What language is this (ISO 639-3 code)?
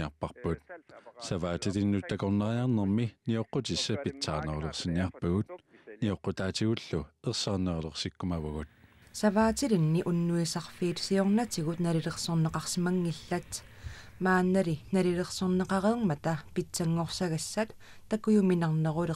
kal